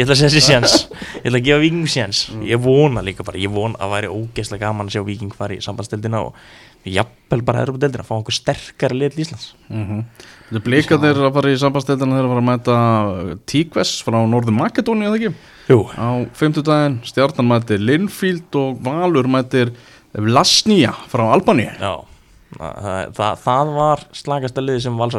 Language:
Icelandic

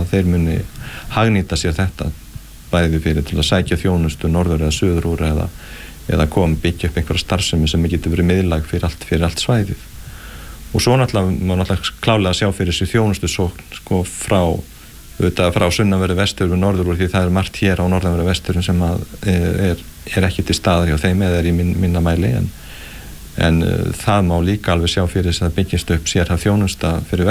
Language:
Icelandic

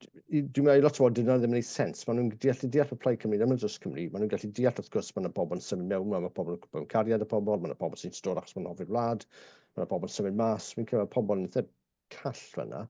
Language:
Welsh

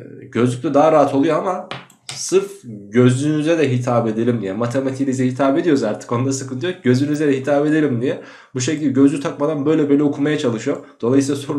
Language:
Turkish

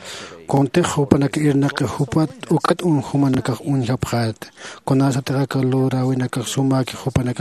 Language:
Aymara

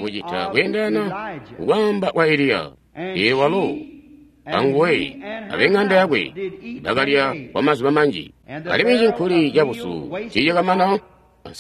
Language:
Tonga (Zambia)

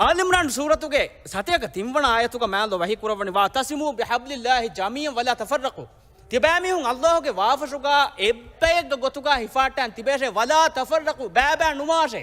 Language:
Divehi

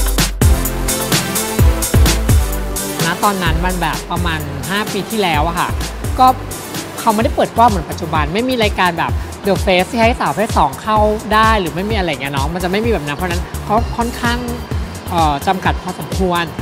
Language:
Thai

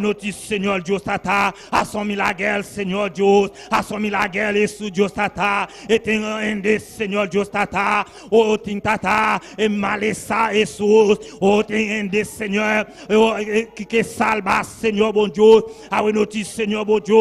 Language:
Papiamento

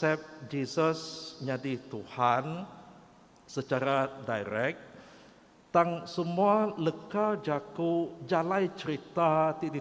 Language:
Iban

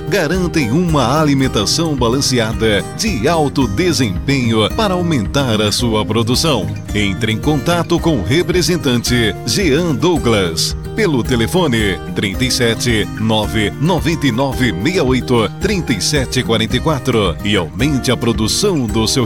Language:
Portuguese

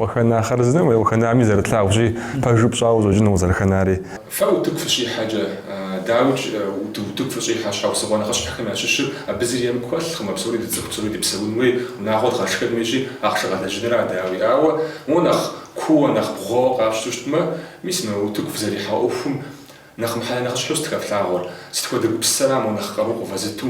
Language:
Kabardian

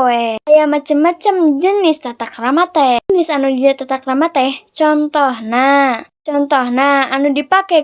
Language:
Sundanese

